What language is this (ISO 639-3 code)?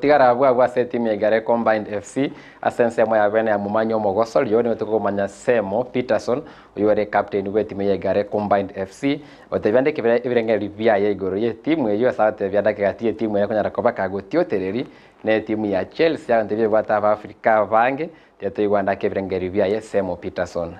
guz